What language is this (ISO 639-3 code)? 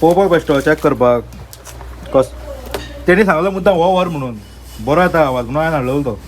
kok